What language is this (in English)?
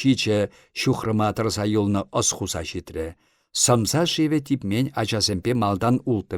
Chuvash